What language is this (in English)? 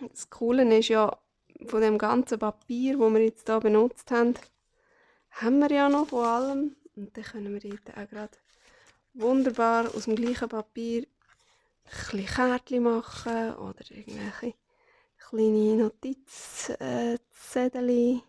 Swiss German